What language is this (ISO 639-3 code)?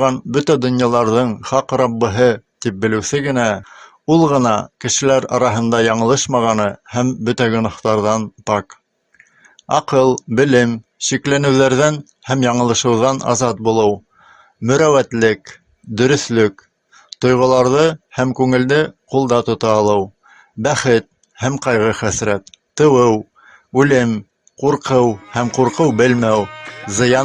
bak